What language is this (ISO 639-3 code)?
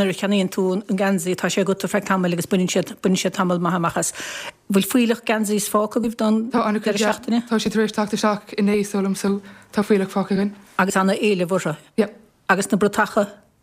gle